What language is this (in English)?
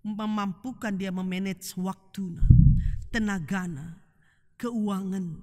Batak Karo